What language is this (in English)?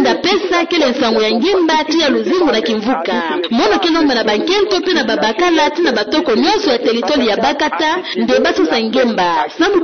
Kituba (Democratic Republic of Congo)